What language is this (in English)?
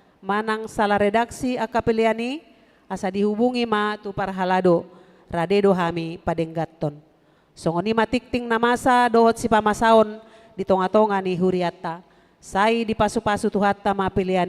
Batak Toba